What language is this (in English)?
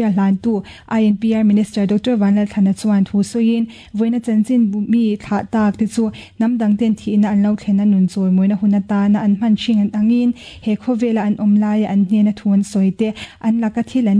Mizo